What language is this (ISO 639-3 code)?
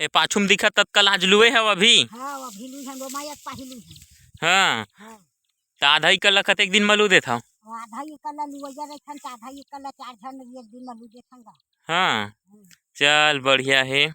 hne